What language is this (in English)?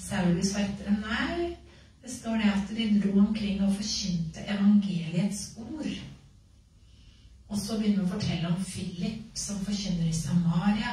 Norwegian